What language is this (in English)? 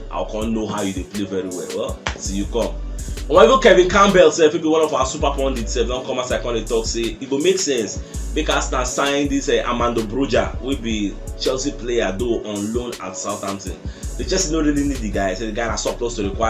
Nigerian Pidgin